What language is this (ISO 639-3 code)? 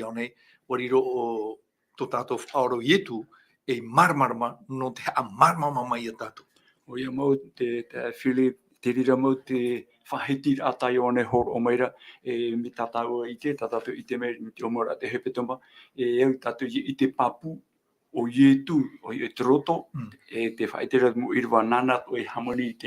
tah